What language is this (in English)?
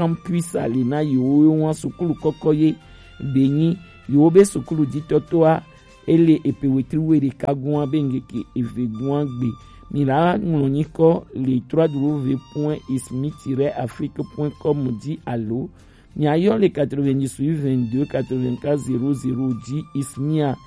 Gen